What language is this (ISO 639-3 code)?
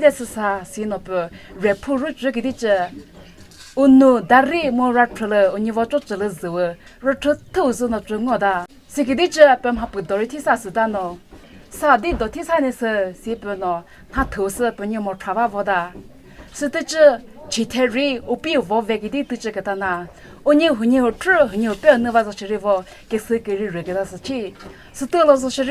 nri